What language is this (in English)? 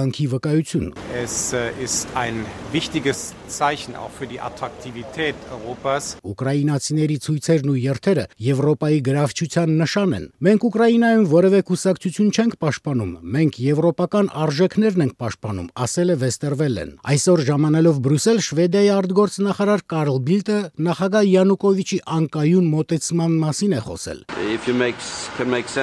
Armenian